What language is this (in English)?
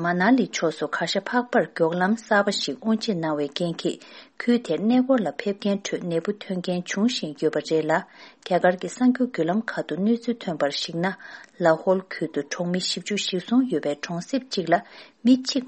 Tibetan